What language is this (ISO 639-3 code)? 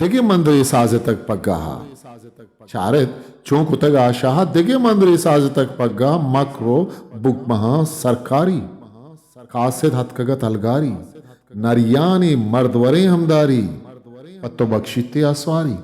bgp